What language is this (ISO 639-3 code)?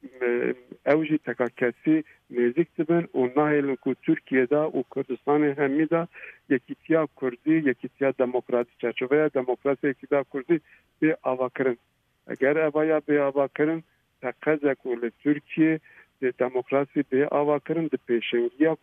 kur